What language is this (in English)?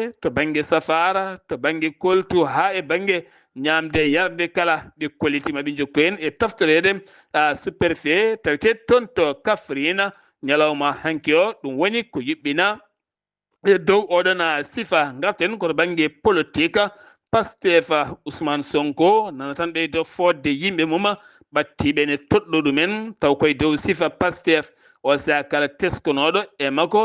Fula